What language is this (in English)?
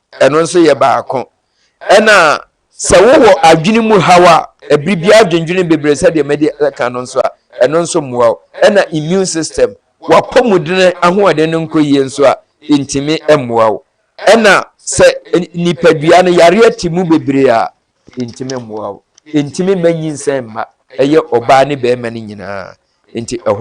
Akan